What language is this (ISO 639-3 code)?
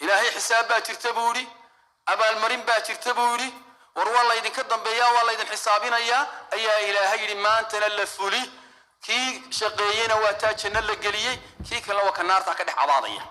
som